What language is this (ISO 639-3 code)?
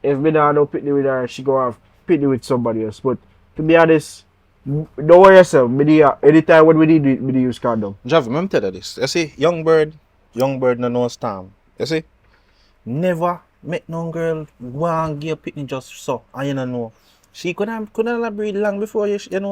jam